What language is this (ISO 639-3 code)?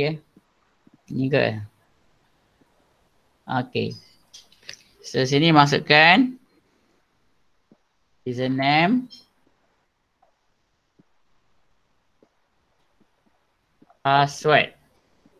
msa